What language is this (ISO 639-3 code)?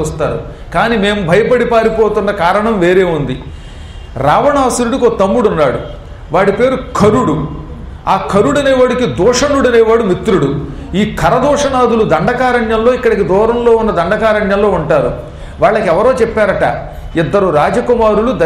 tel